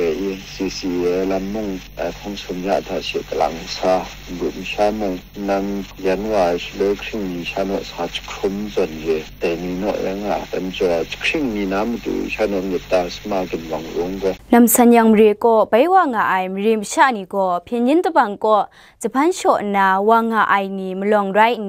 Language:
Kachin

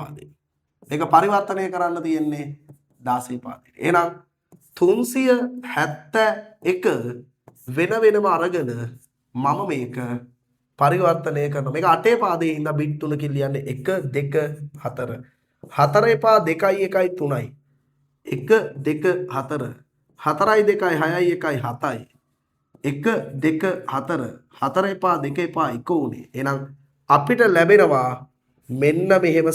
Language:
Sinhala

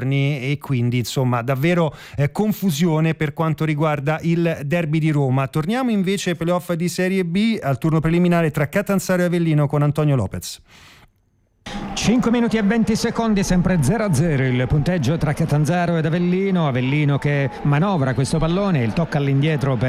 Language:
Italian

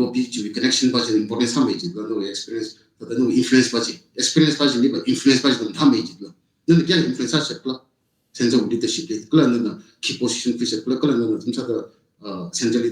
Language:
Tangkhul Naga (India)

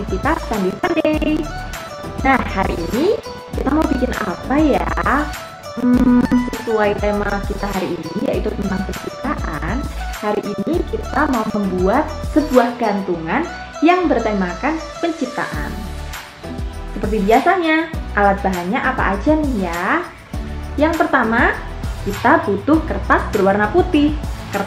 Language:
Indonesian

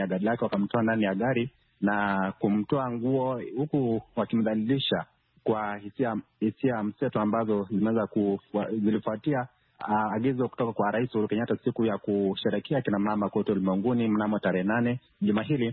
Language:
Swahili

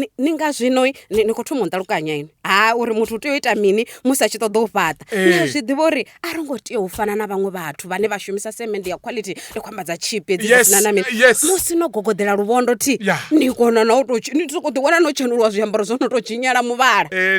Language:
Venda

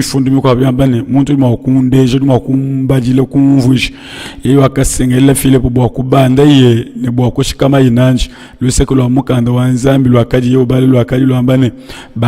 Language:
Luba-Lulua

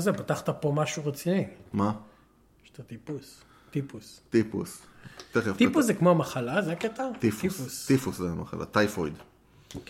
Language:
Hebrew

